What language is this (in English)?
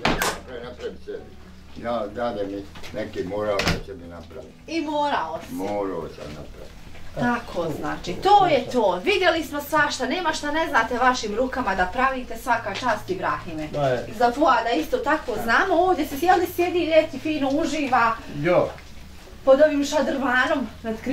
Bosnian